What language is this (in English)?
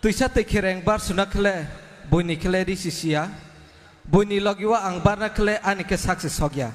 Kok Borok